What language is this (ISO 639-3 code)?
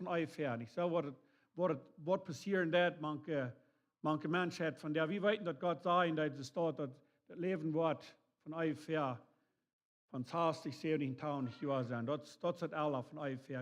pdt